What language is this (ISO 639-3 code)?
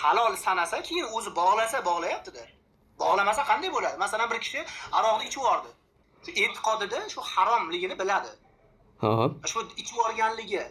uzb